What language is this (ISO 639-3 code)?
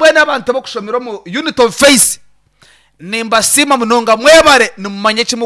nyn